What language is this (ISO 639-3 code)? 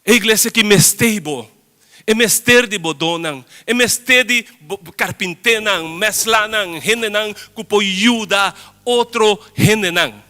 pap